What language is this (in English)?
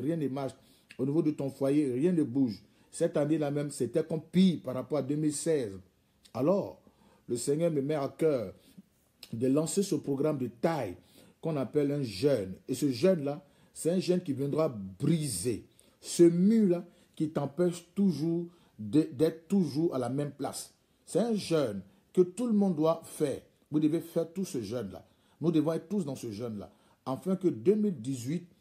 French